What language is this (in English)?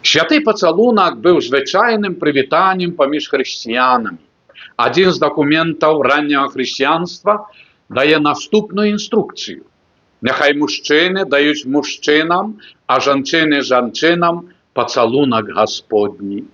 Belarusian